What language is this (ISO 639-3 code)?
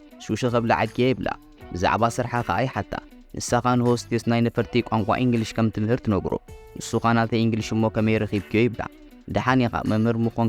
tir